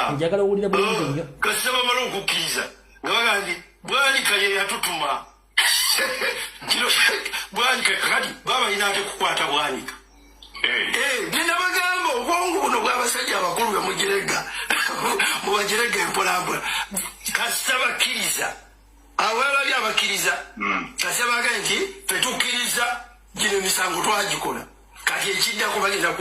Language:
Ganda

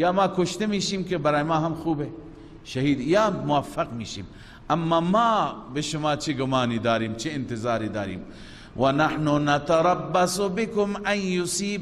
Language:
Persian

